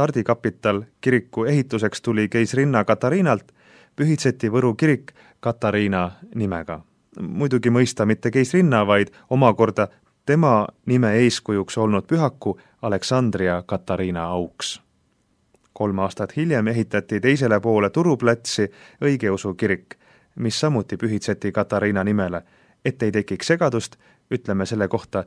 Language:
Estonian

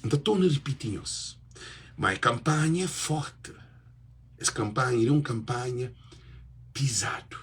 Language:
Kabuverdianu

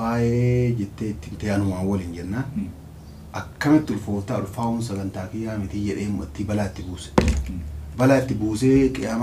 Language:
Oromo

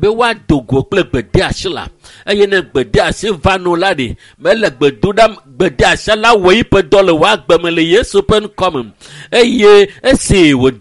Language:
Ewe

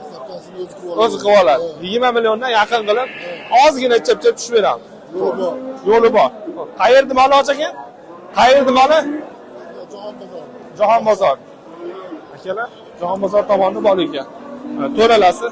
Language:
Uzbek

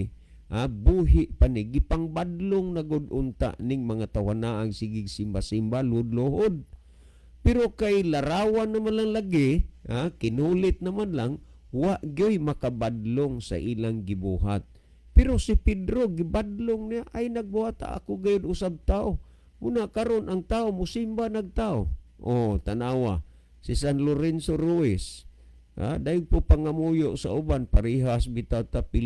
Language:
Cebuano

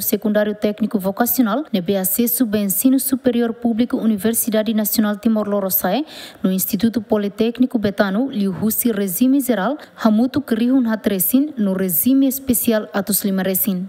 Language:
Tetum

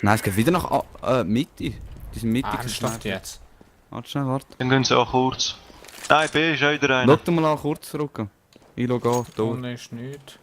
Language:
Swiss German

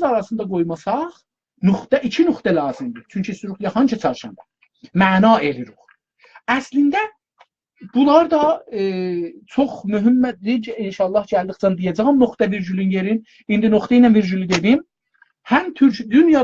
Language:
South Azerbaijani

